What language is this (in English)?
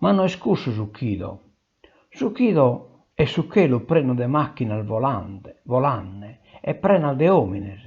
Sardinian